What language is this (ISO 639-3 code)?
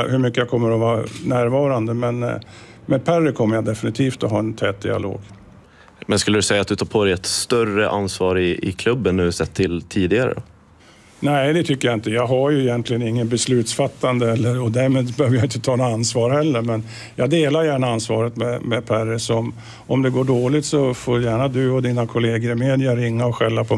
swe